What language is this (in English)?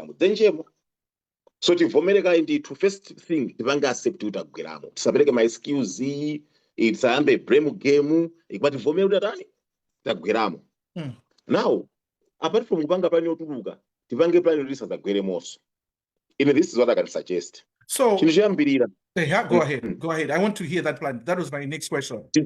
Nyanja